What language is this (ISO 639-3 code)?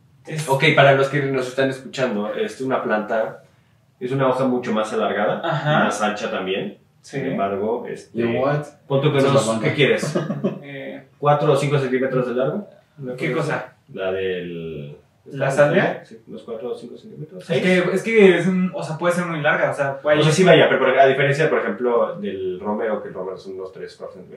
spa